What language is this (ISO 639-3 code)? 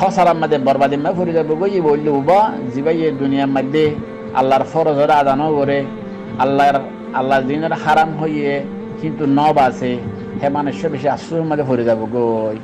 rhg